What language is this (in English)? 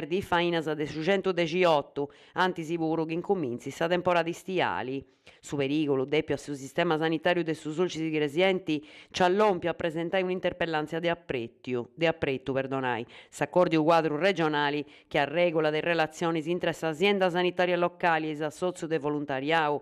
Sardinian